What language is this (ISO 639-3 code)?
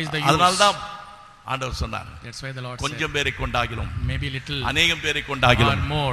tam